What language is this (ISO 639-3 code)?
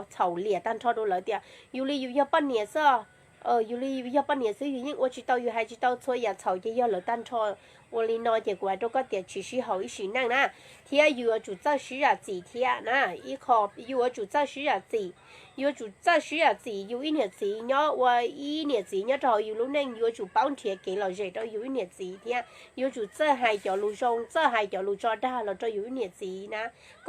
hmn